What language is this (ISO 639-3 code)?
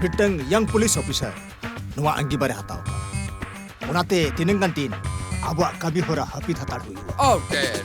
sat